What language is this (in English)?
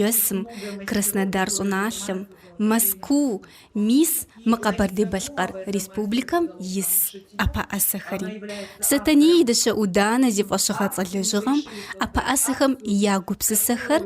Kabardian